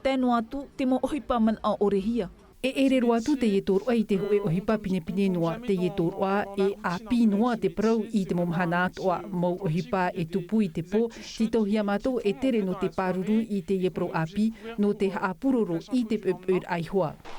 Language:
Tahitian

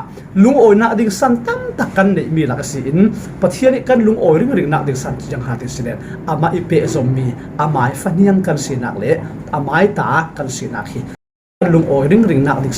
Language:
Falam Chin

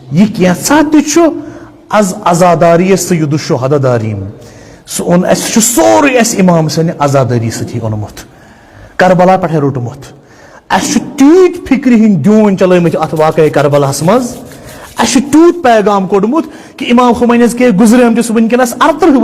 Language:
Kashmiri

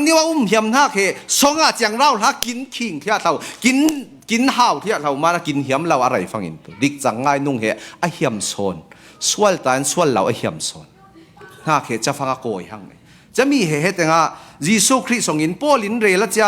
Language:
Falam Chin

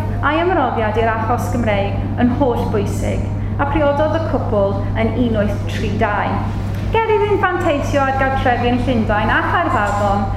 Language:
Welsh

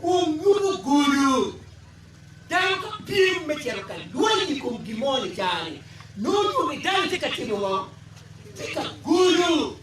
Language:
Acoli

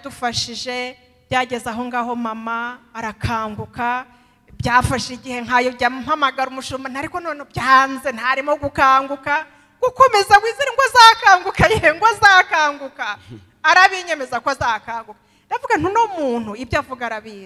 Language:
Kinyarwanda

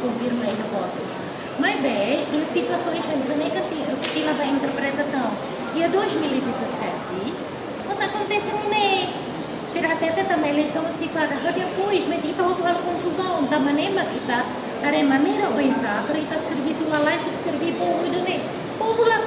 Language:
Tetum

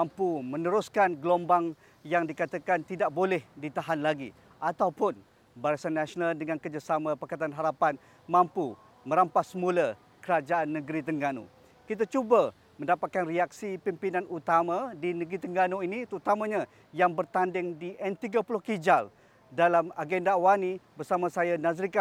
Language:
Malay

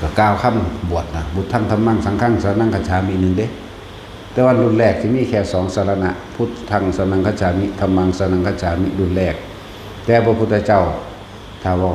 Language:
Northeastern Thai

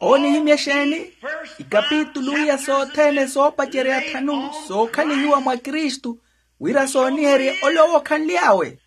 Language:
Makhuwa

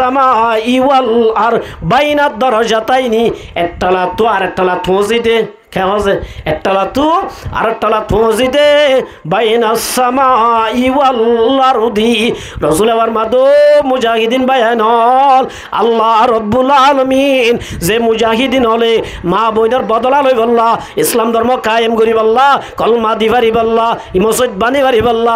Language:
Rohingya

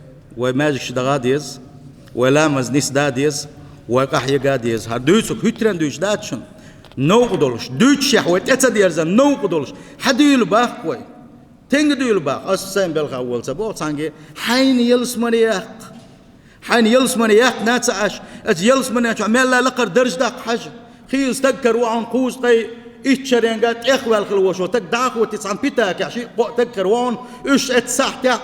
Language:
Chechen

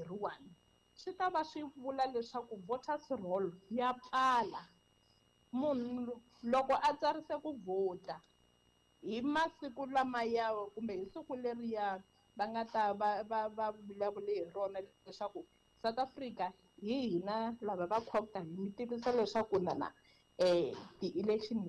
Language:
Tsonga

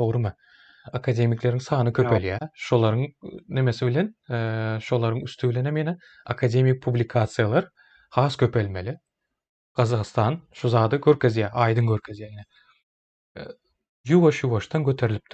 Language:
Turkmen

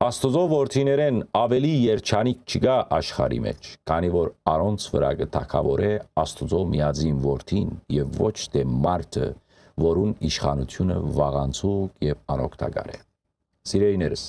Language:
Western Armenian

